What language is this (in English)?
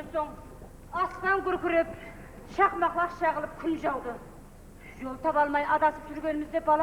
Kara-Kalpak